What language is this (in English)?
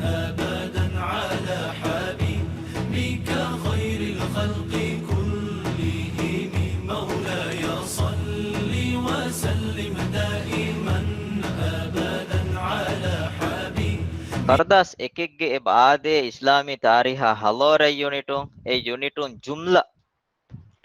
Divehi